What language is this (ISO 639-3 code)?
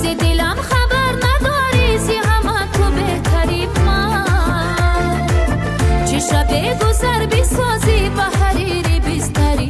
tgk